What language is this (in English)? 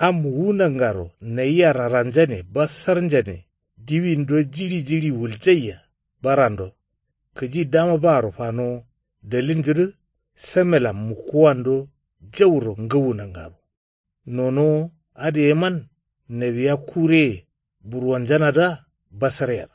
Kanuri